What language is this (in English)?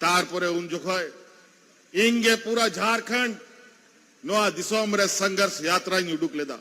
Santali